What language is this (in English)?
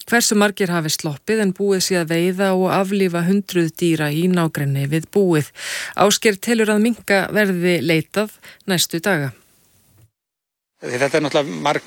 Icelandic